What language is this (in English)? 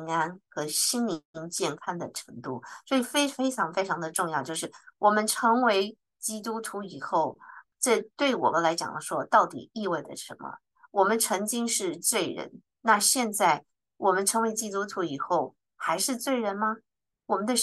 Chinese